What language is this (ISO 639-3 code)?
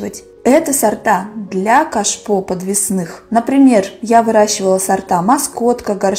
rus